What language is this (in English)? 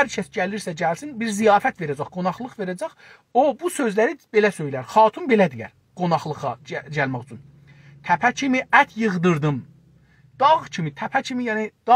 South Azerbaijani